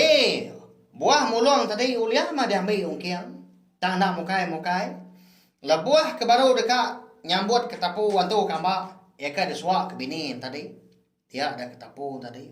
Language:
Iban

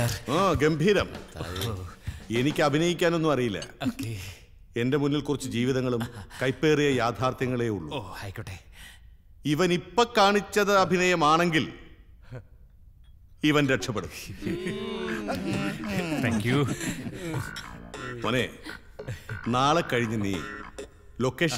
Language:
Malayalam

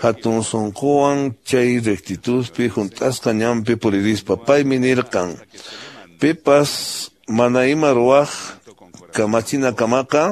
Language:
Quechua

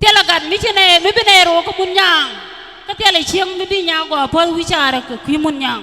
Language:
Nuer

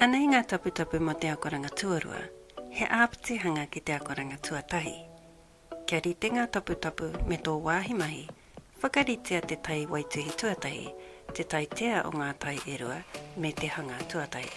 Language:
Māori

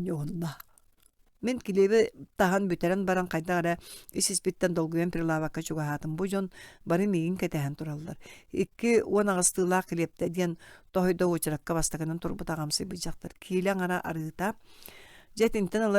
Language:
Yakut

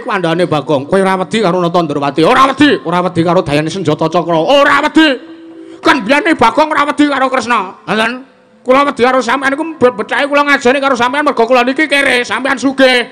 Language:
Javanese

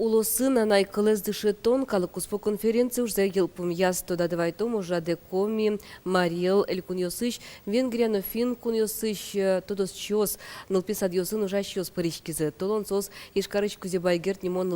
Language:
Udmurt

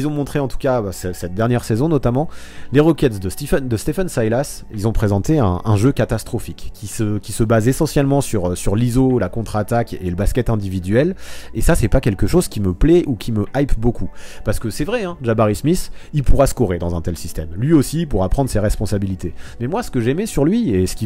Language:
French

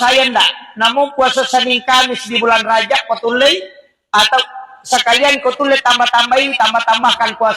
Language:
Buginese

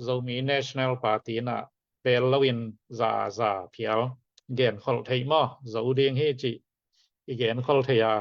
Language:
Tedim Chin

